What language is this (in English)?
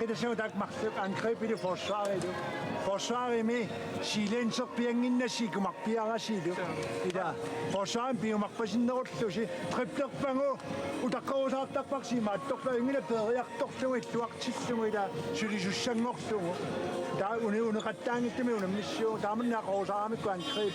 Kalaallisut